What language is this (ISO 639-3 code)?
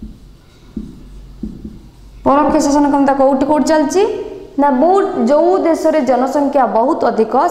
ori